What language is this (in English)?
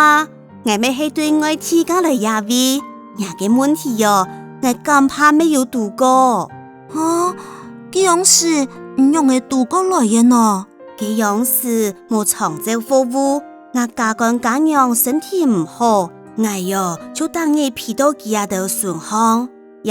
Hakka Chinese